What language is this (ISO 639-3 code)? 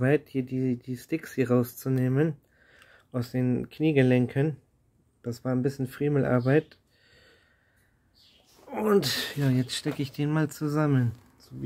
deu